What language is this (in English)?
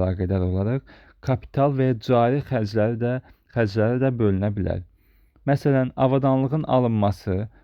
Azerbaijani